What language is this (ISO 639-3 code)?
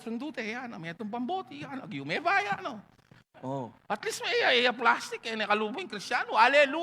pam